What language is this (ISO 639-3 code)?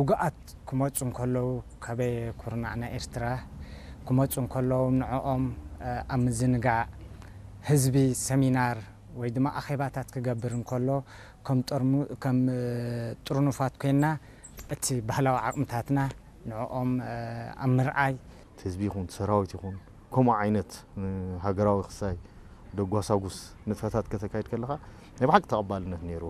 tir